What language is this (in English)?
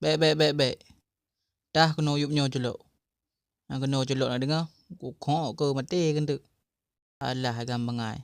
Achinese